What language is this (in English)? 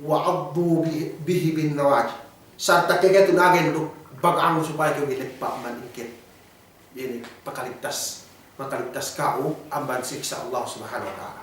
Yakan